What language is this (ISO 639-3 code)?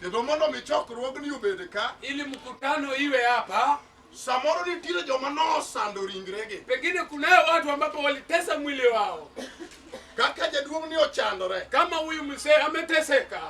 luo